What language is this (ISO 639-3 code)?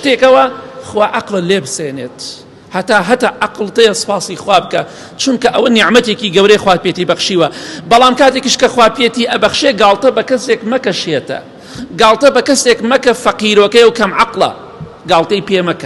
ckb